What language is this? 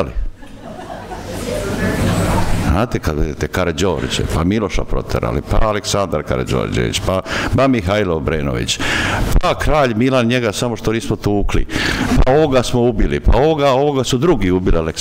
Serbian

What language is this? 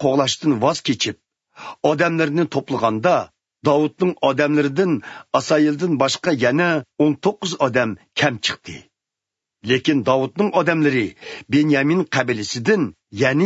Uyghur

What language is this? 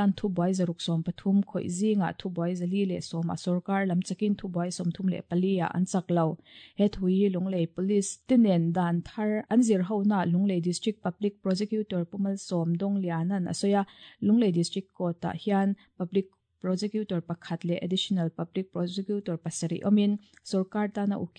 Mizo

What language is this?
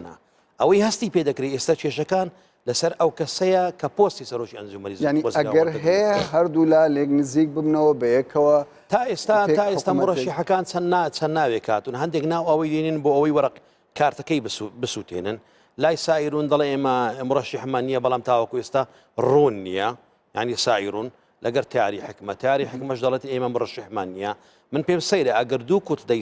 Central Kurdish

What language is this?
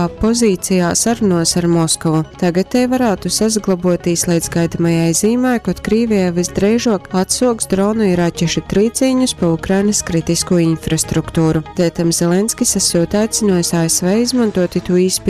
Latgalian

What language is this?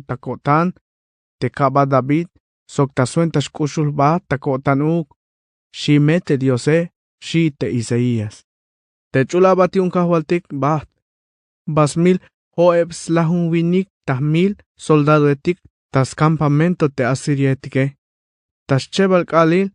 Tzeltal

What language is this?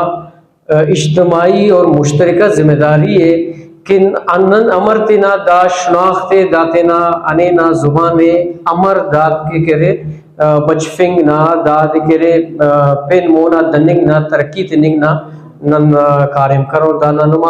Brahui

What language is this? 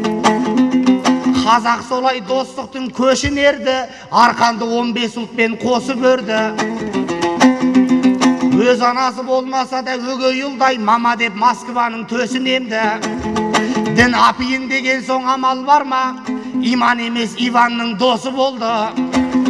Kazakh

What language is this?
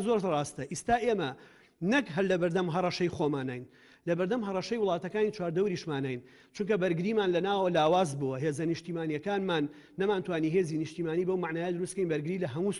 Central Kurdish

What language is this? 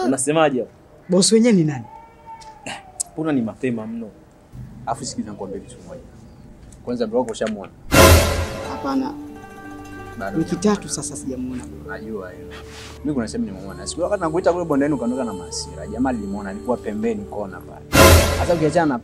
Swahili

